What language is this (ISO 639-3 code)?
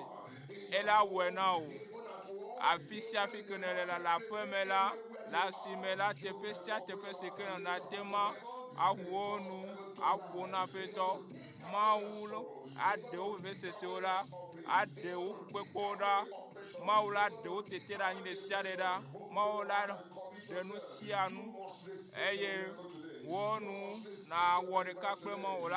ewe